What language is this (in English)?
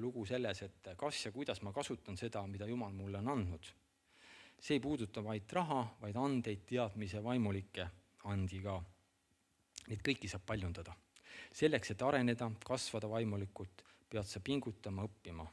Estonian